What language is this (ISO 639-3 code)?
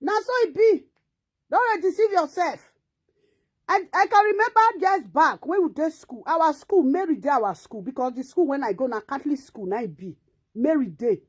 pcm